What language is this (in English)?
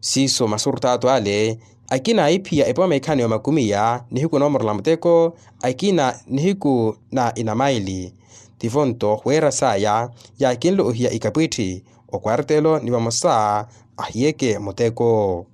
Makhuwa